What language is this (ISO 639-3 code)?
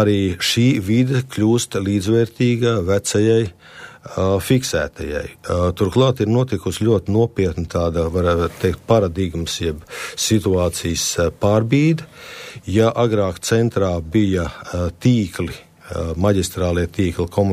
lav